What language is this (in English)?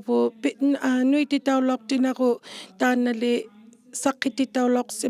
Inuktitut